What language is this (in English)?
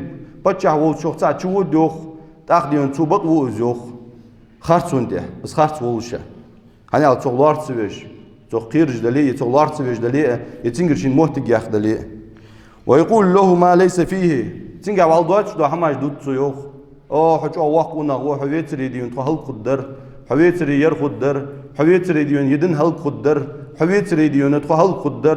Ingush